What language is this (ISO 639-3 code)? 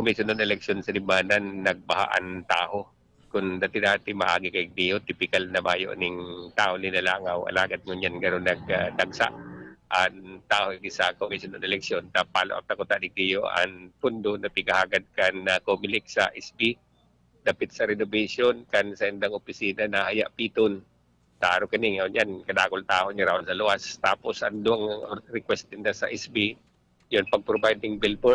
bik